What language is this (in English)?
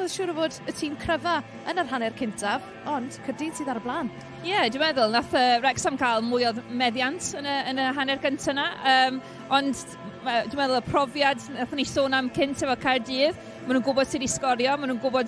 Welsh